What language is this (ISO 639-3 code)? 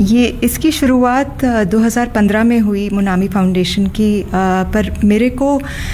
hin